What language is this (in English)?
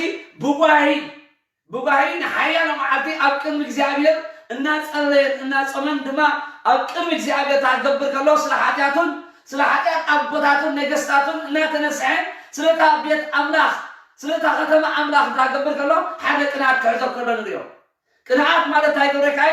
Tigrinya